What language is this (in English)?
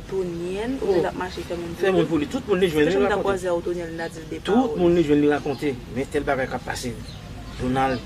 Haitian Creole